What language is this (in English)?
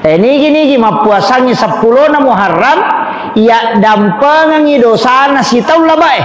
Buginese